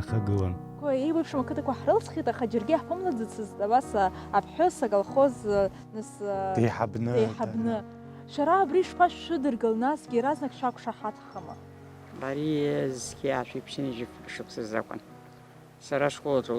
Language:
Abkhazian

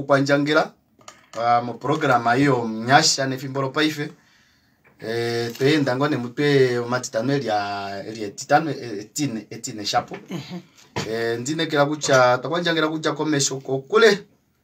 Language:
Kuanyama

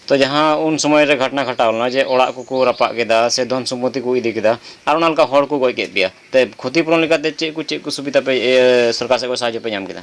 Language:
Santali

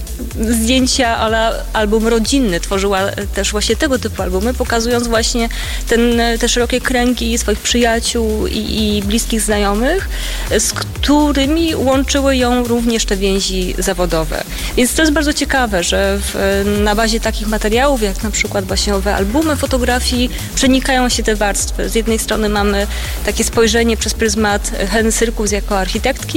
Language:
Polish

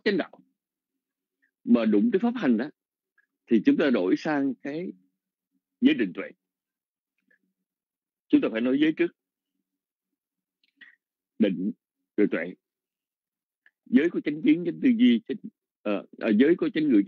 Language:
Vietnamese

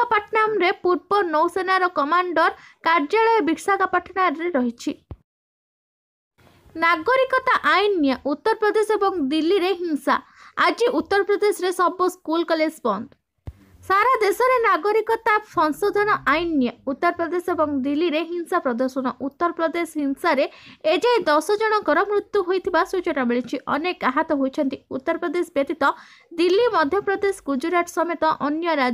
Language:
Odia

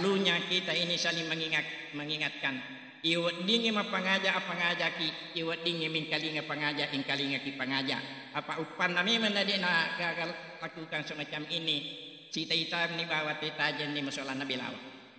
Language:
Buginese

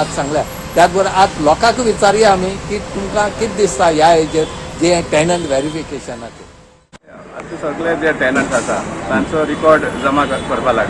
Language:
Konkani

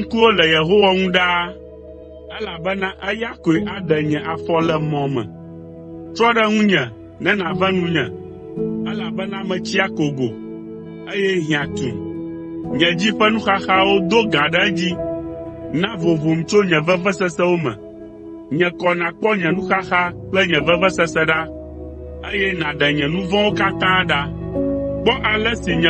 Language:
Ewe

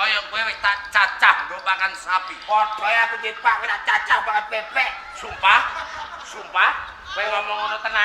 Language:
Javanese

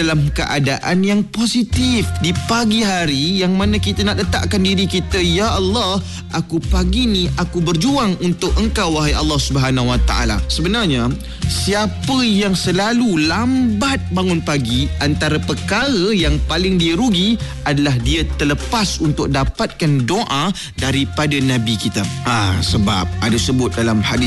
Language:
Malay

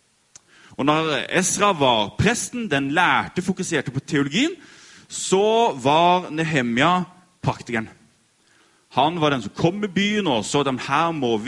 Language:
Norwegian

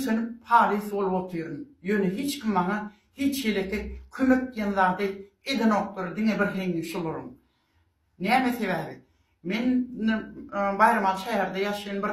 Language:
Turkmen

